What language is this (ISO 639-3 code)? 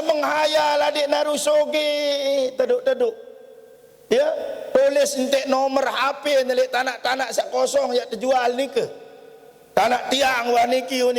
sas